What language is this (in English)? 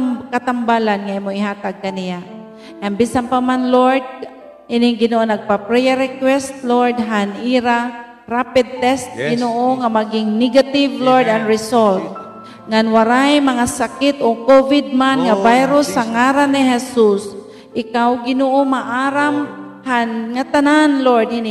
Waray